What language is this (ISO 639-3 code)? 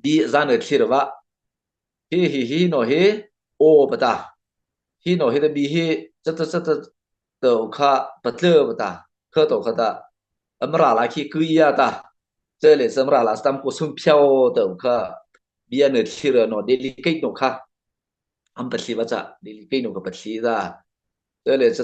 mrh